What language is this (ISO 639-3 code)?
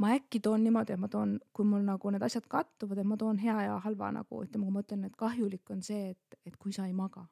est